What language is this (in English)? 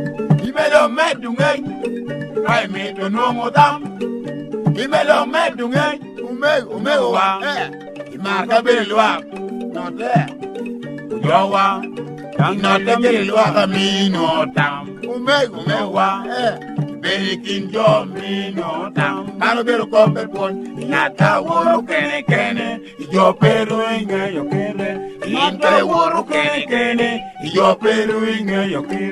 Lango (Uganda)